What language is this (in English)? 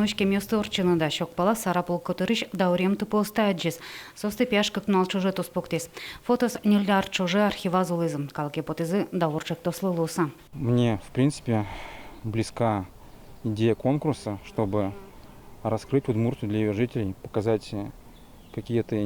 Udmurt